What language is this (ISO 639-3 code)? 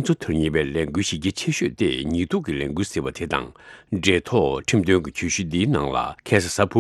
bod